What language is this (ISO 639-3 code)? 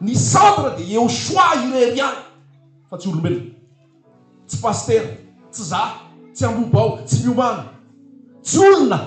mlg